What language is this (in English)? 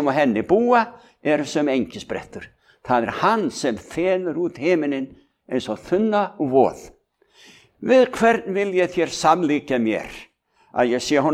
Icelandic